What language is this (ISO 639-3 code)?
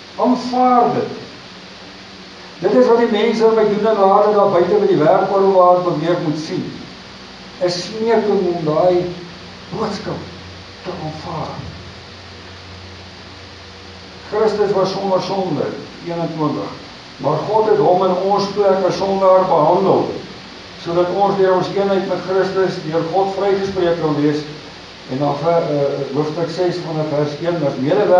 afr